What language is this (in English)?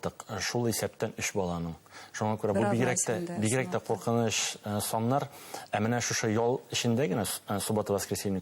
Bashkir